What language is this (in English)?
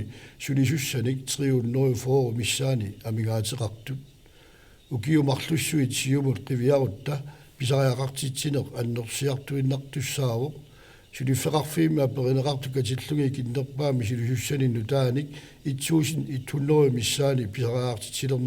Kalaallisut